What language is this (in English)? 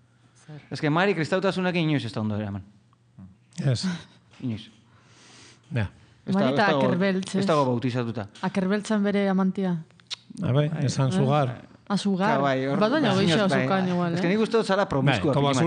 Basque